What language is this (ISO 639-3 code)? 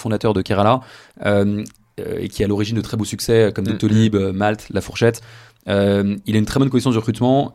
fra